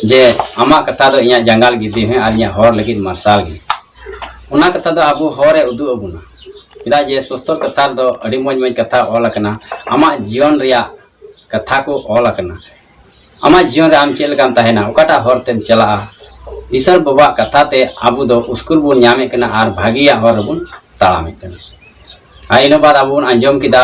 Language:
Santali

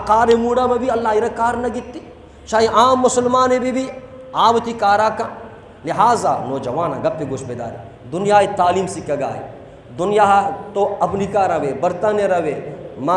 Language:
Eastern Balochi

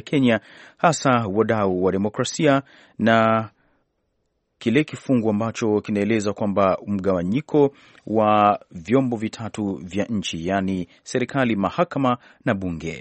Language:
Swahili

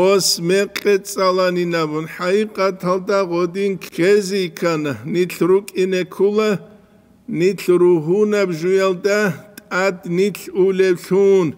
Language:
Avaric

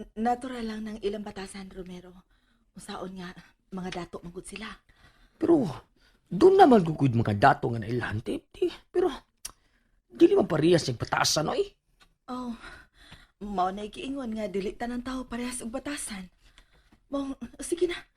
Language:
Cebuano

